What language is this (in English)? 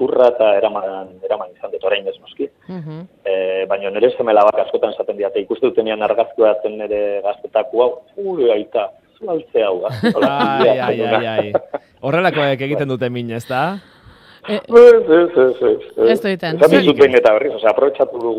Basque